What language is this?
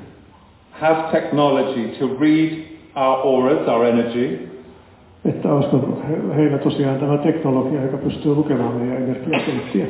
Finnish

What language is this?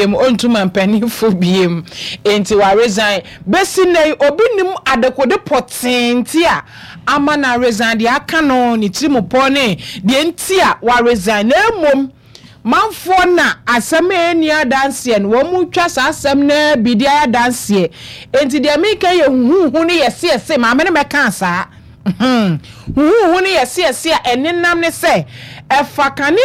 Akan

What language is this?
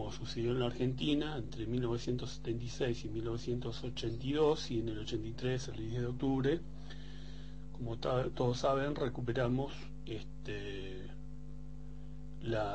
Spanish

